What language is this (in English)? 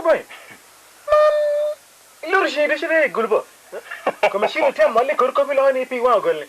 Lango (Uganda)